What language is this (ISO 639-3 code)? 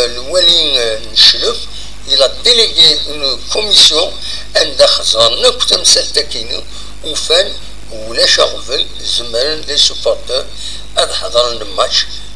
kab